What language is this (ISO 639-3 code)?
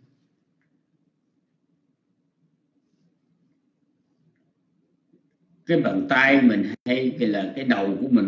vie